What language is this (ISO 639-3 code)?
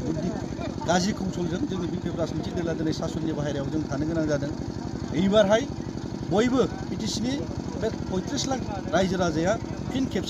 brx